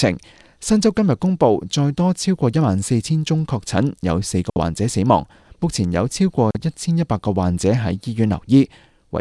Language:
Cantonese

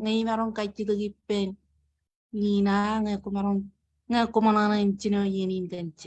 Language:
Marshallese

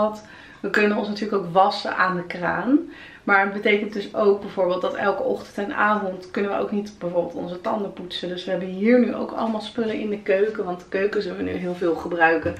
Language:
Dutch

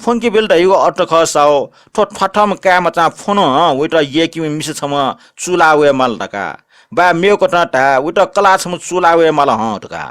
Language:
Newari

